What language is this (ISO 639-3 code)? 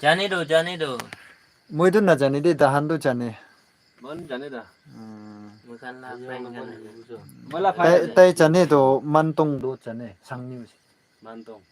nag